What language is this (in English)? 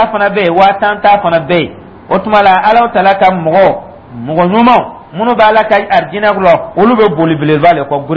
Dyula